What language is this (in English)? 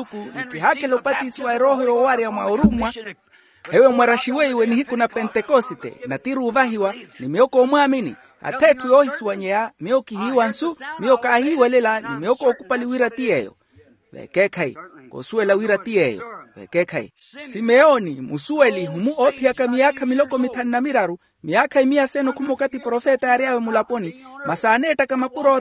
Makhuwa